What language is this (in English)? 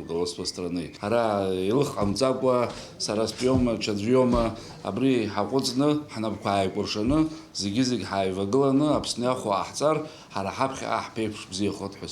Abkhazian